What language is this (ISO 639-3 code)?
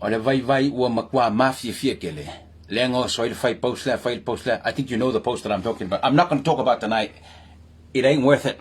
smo